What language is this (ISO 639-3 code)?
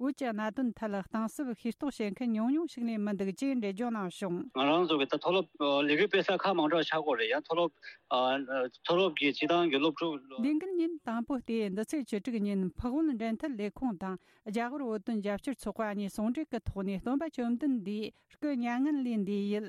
bod